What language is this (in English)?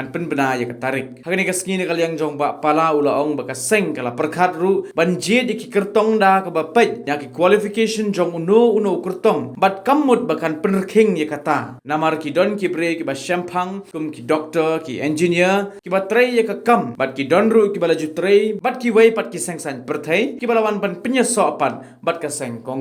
Khasi